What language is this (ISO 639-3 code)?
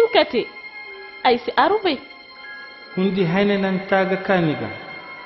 ses